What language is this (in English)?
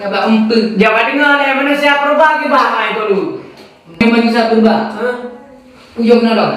Achinese